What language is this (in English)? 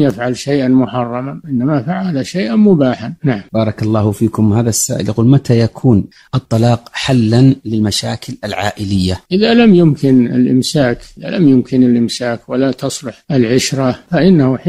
Arabic